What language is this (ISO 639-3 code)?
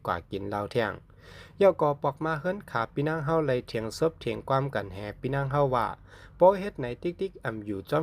shn